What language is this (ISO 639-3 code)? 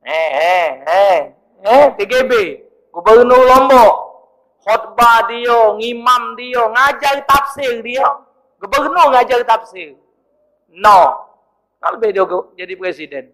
mui